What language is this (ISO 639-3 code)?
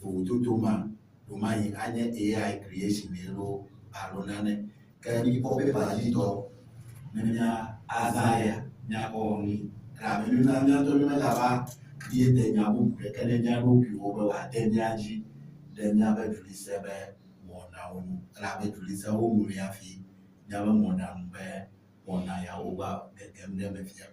ewe